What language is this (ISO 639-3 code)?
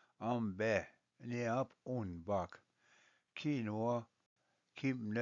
oji